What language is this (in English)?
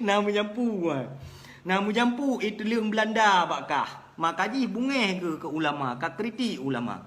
Achinese